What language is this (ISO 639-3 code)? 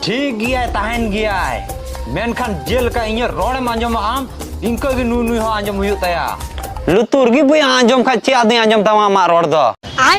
sat